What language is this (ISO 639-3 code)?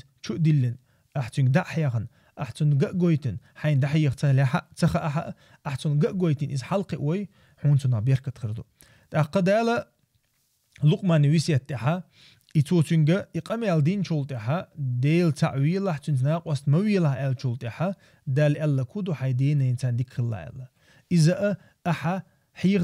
che